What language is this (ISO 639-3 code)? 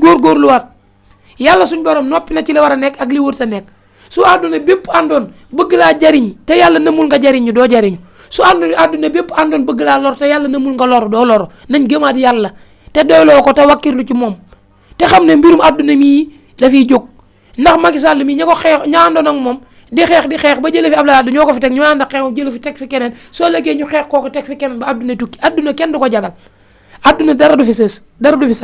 wol